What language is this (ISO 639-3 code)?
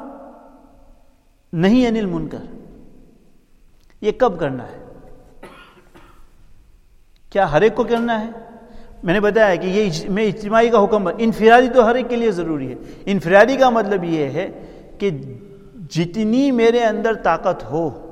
urd